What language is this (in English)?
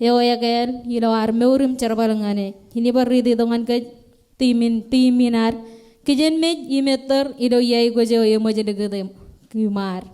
Marshallese